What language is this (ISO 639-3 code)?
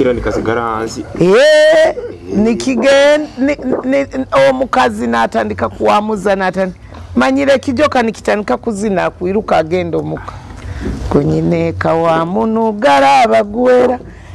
nyo